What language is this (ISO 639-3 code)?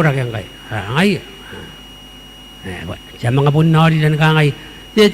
gil